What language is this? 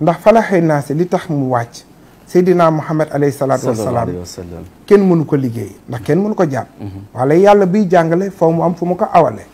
Wolof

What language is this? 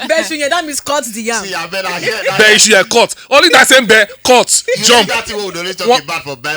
Nigerian Pidgin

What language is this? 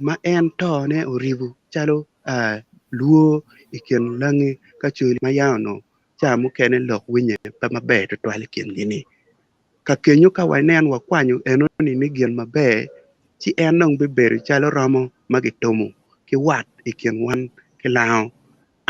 Acoli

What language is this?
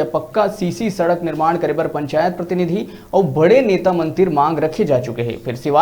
Chhattisgarhi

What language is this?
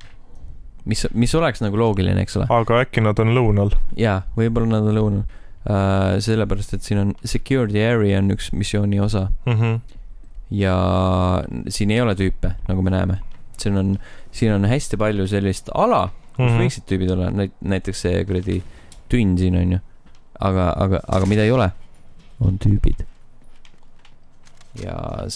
Estonian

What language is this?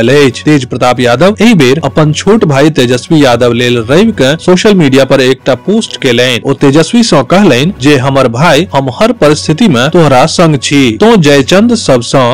Maithili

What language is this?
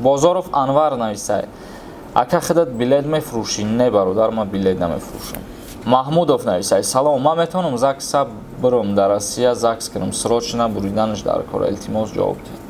Tajik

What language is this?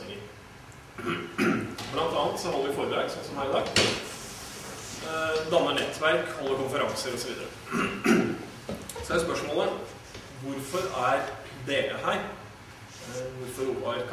Norwegian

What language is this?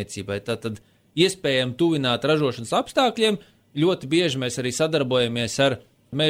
Latvian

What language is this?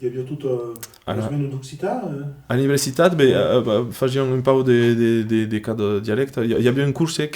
Occitan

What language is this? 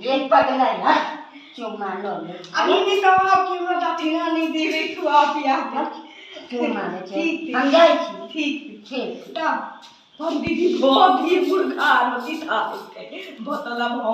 Maithili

